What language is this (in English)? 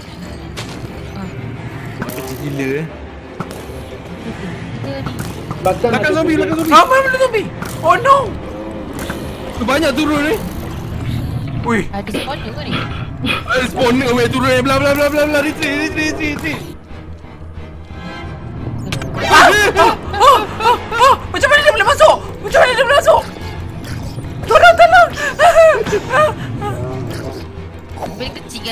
Malay